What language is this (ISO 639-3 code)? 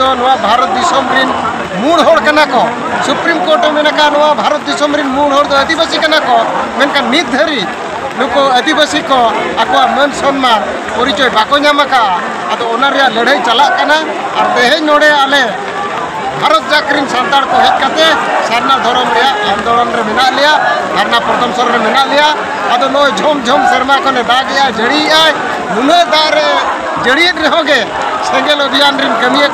sat